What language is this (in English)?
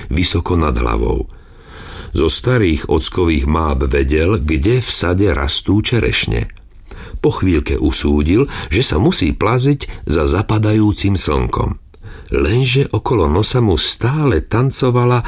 Slovak